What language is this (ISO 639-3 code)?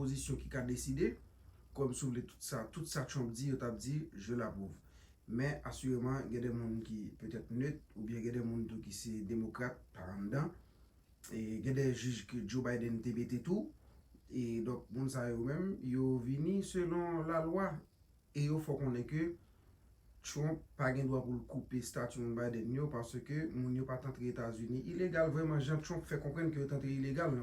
hat